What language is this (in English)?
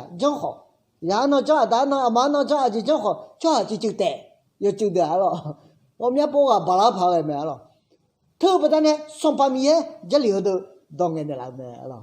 Akha